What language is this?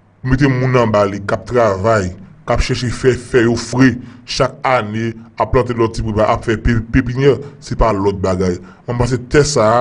Haitian Creole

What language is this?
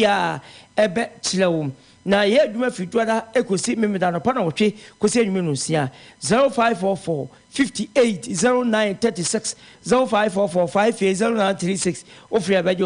Akan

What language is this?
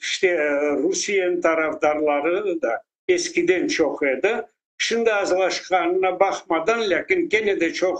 Crimean Tatar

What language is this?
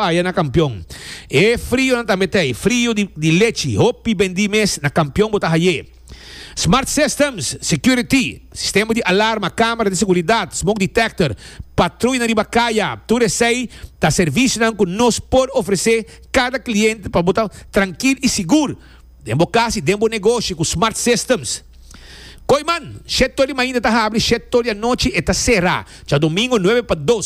Papiamento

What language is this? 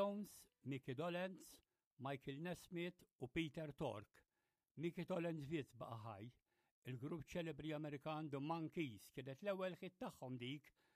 Maltese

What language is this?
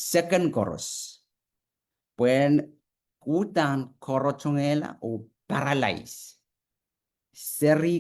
Pohnpeian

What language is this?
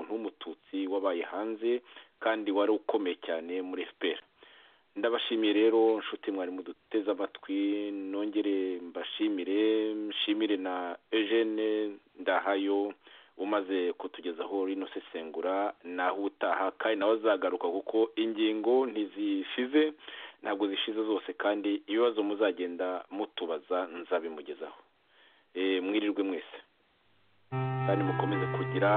Kinyarwanda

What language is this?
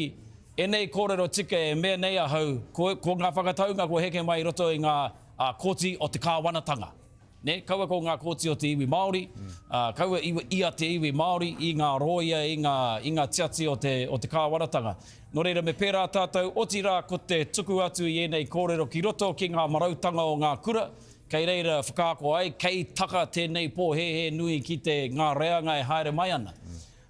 Māori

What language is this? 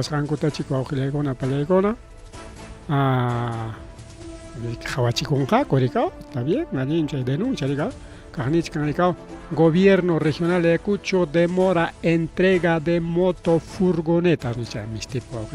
Ayacucho Quechua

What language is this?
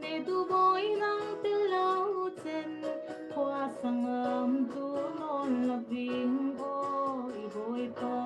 Falam Chin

